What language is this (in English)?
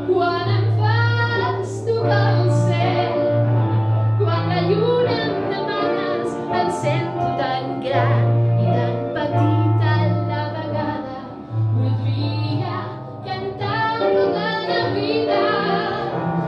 Catalan